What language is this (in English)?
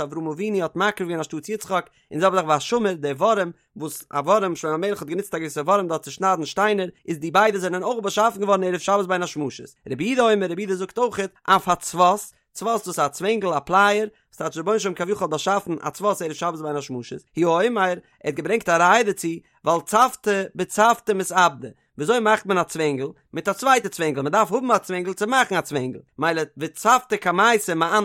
Yiddish